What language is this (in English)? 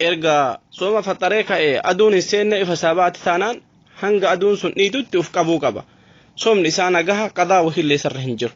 Oromo